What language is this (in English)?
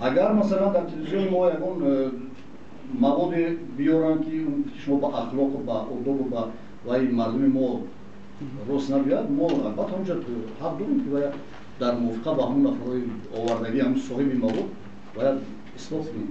Tajik